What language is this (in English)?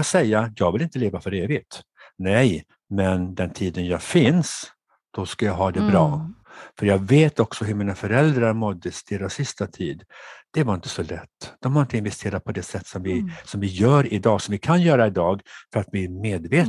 Swedish